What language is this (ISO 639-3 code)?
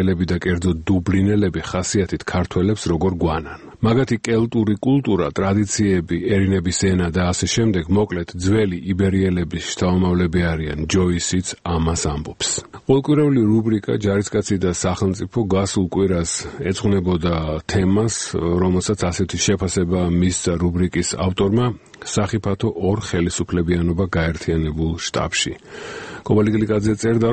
kat